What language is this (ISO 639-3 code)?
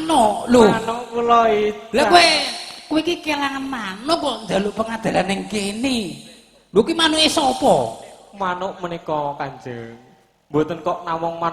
jav